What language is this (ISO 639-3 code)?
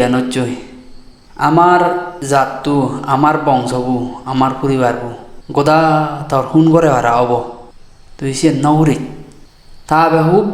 ccp